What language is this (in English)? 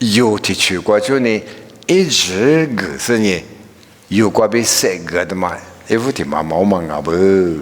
Lisu